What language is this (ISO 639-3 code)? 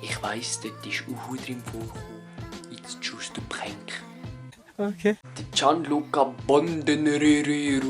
gsw